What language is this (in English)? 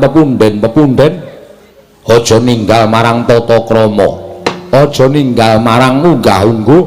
Javanese